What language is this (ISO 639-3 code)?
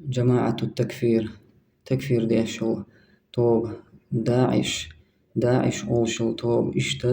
che